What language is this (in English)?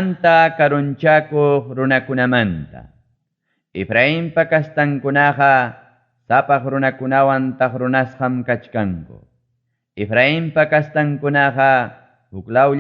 Ayacucho Quechua